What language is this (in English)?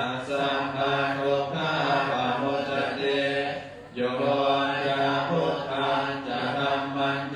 Pali